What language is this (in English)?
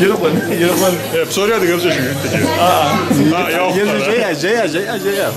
Kabardian